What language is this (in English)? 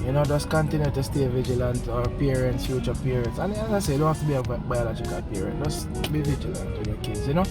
Jamaican Creole English